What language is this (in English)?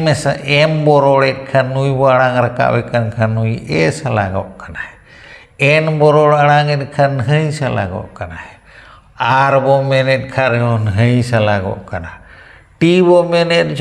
Santali